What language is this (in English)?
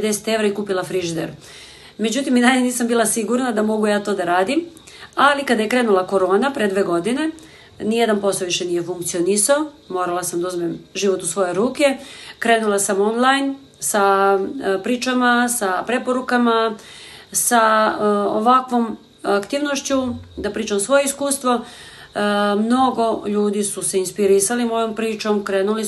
Serbian